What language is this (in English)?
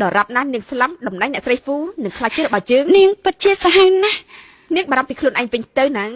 Khmer